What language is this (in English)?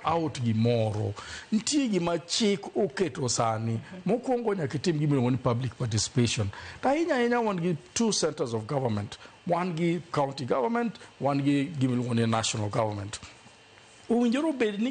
Luo (Kenya and Tanzania)